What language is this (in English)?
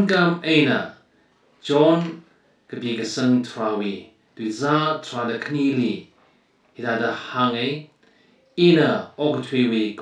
Tangkhul Naga (India)